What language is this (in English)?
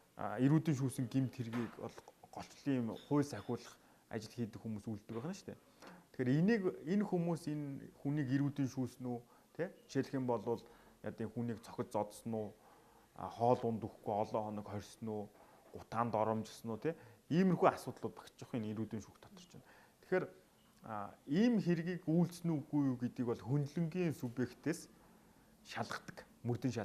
Mongolian